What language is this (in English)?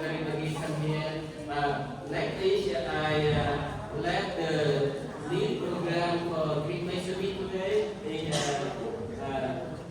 Central Mnong